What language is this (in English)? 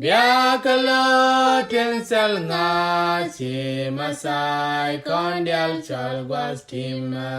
Nuer